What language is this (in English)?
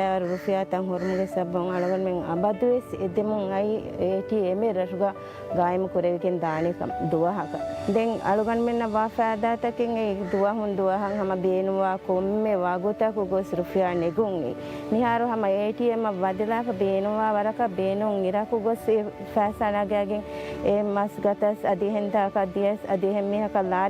Divehi